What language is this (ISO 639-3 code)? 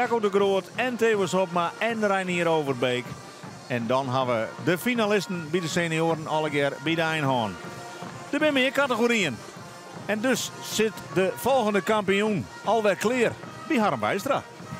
fry